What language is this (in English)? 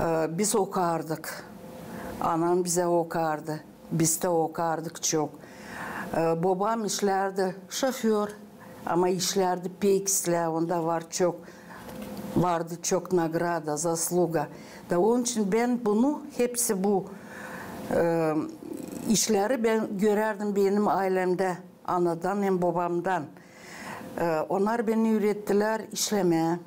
Gagauz